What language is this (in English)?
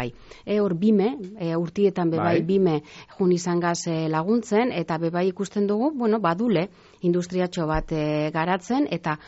Basque